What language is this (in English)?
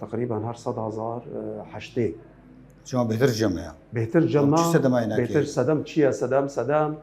Kurdish